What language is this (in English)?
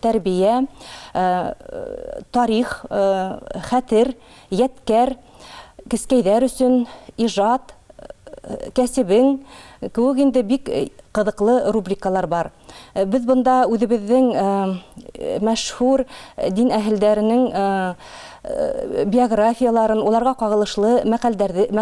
Bashkir